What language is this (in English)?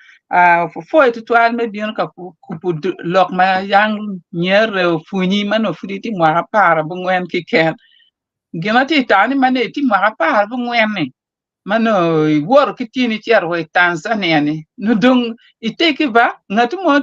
Acoli